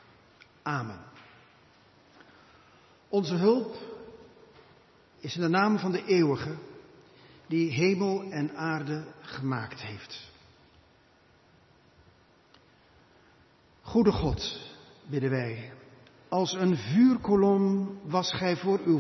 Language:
Dutch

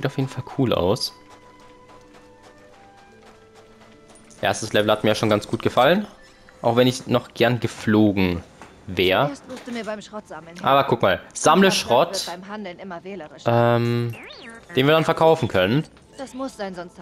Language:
German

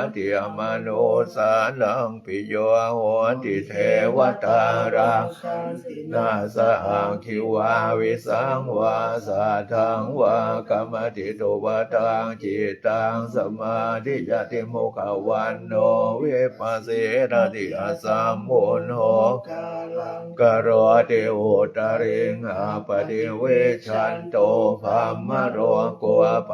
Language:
Pali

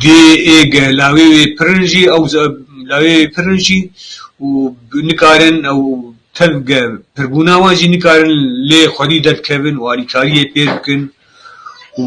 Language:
Kurdish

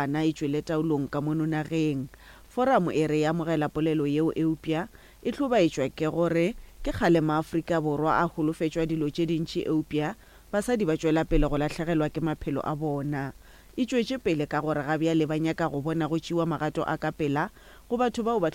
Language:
Northern Sotho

